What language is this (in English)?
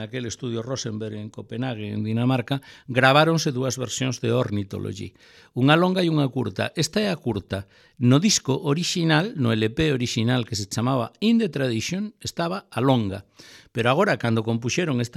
Galician